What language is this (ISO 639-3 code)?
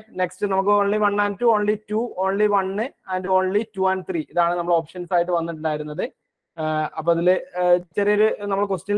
mal